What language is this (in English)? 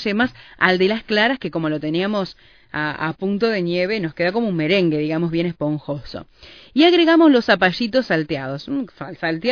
Spanish